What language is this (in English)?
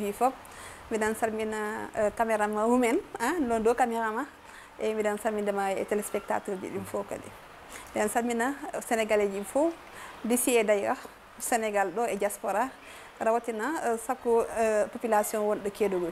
Fula